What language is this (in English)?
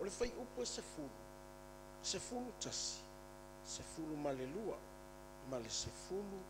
Samoan